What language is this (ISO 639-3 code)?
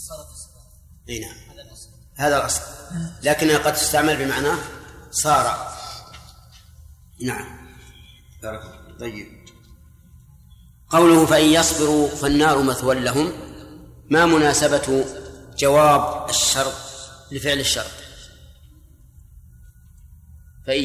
ara